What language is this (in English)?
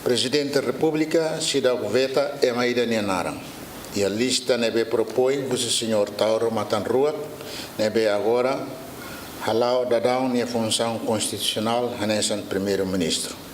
Tetum